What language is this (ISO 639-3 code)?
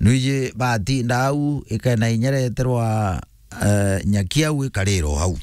mer